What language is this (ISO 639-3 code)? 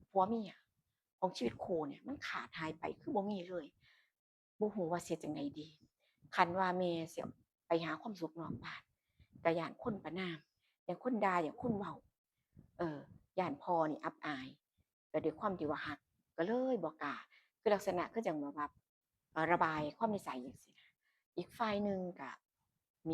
tts